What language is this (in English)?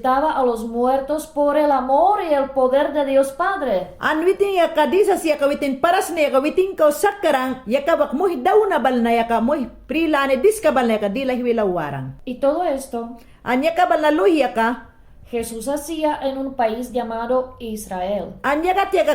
Mayangna